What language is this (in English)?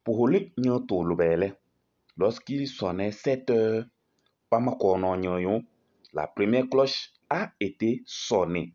Kabiyè